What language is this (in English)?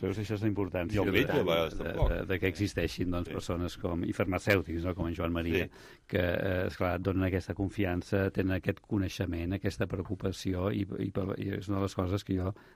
Catalan